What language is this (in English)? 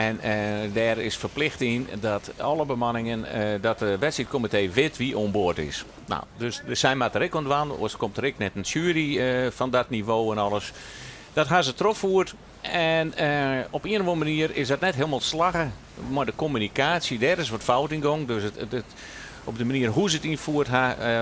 Western Frisian